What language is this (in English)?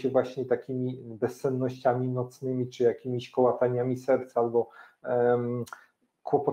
Polish